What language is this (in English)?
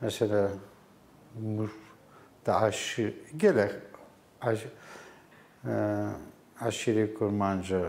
Kurdish